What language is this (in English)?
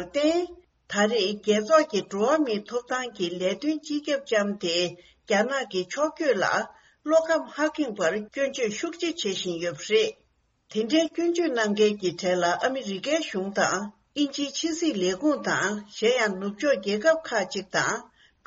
Tibetan